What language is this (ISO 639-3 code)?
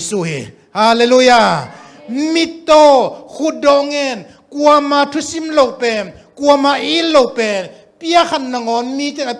ctd